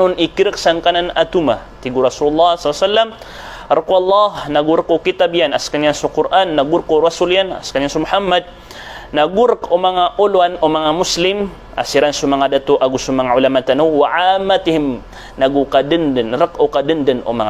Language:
Maranao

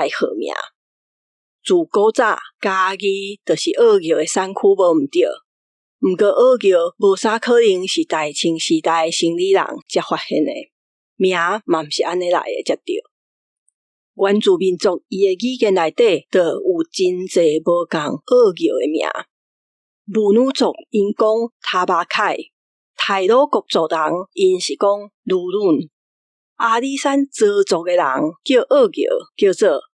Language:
Min Nan Chinese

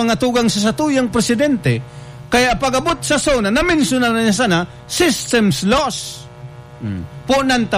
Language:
Bikol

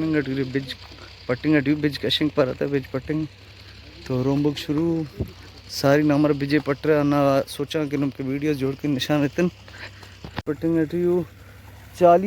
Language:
Brahui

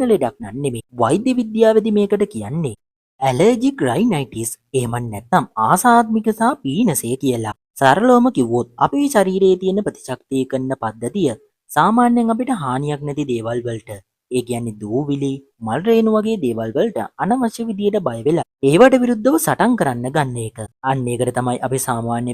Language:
Sinhala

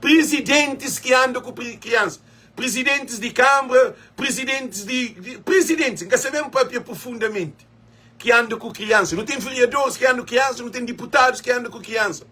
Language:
Kabuverdianu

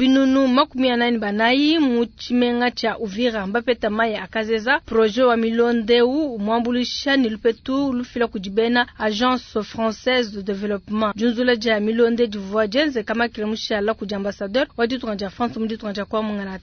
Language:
Luba-Lulua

